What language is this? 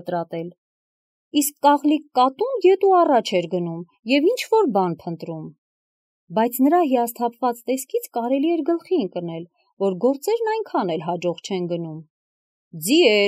Armenian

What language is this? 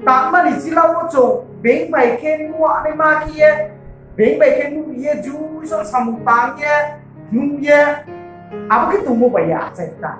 Riang (India)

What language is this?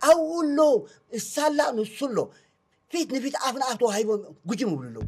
Tigrinya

